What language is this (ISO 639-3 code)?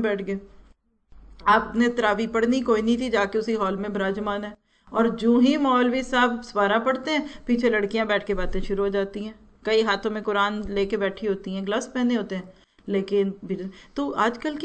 urd